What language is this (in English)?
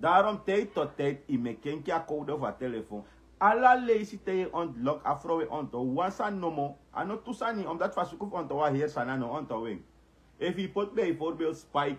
Sranan Tongo